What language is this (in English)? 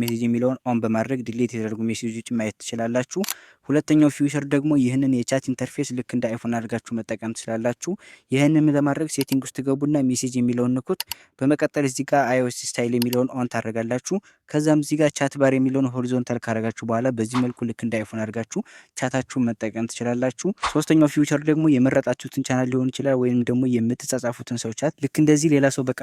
Amharic